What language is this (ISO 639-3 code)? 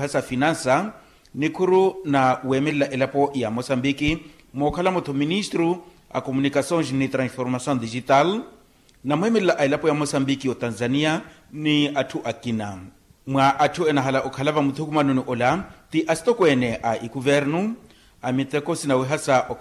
vmw